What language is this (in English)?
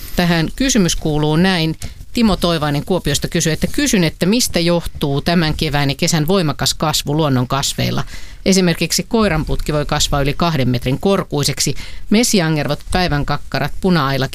Finnish